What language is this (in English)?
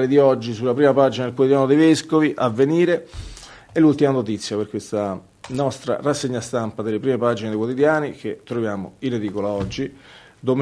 Italian